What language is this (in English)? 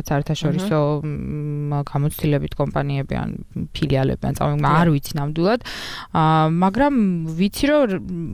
Georgian